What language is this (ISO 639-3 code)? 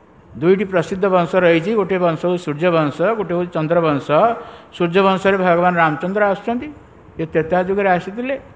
ori